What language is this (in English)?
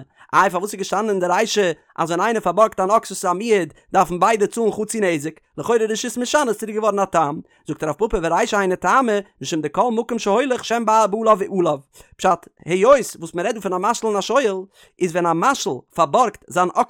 Yiddish